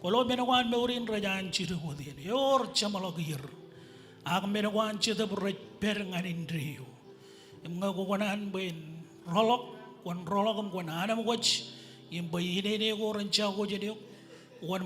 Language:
Marshallese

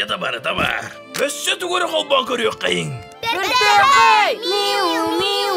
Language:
Yakut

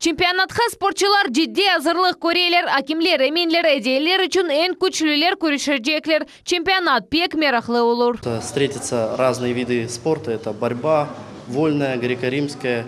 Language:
Crimean Tatar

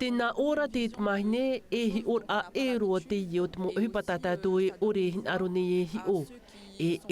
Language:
Tahitian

